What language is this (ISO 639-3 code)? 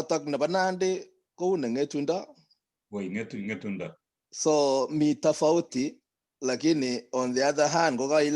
kln